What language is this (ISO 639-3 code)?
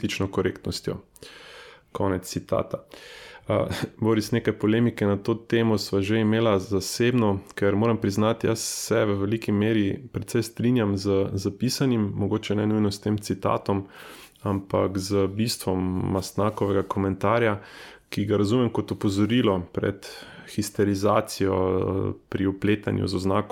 slv